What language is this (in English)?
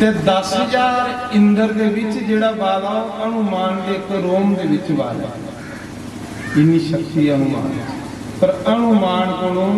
Dogri